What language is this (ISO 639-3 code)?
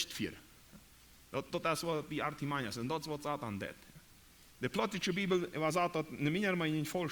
pdt